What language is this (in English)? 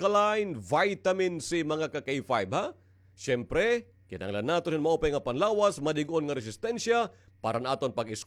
Waray